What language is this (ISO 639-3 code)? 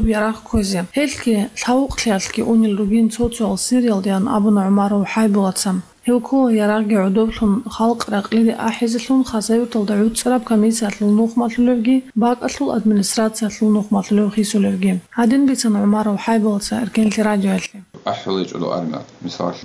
ava